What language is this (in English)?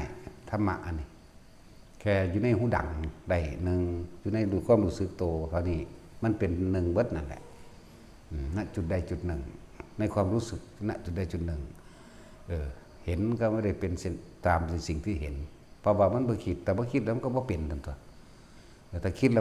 Northeastern Thai